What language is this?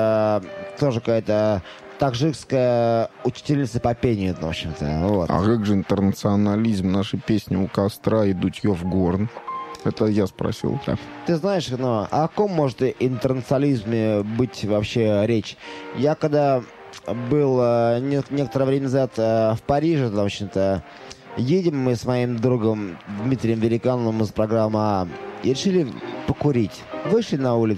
Russian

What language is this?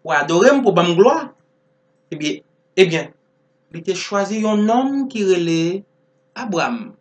Haitian Creole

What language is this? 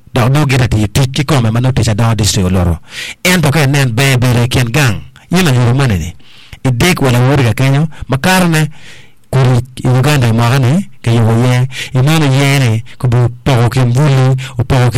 Acoli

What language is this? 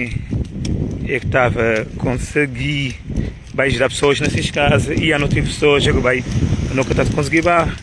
Kabuverdianu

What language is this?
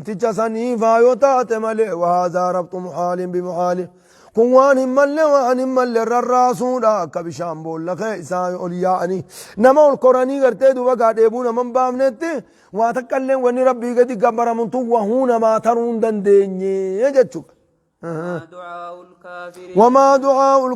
Oromo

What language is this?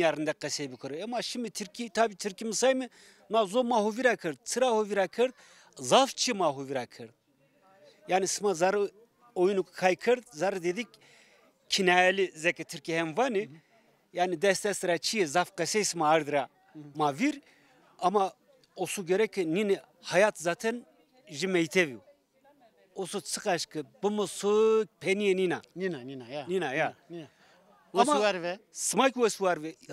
Zaza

